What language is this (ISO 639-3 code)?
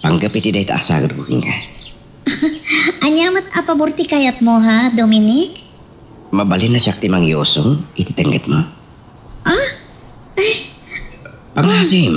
ilo